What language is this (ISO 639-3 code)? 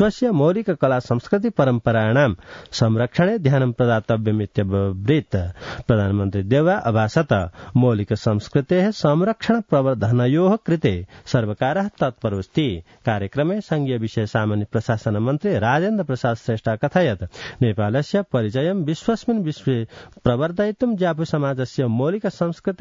san